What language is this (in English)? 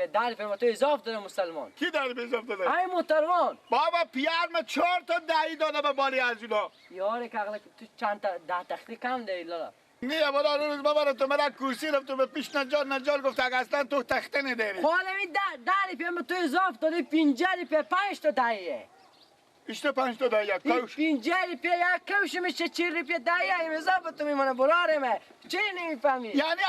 Persian